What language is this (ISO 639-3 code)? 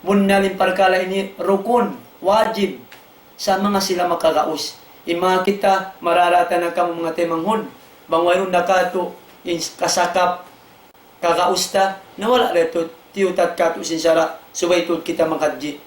tsg